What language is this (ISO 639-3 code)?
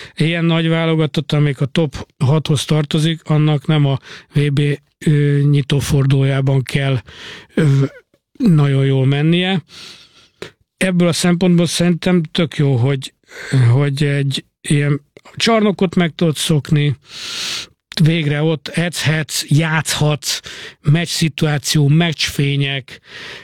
hun